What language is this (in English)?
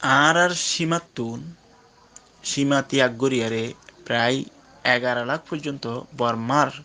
Rohingya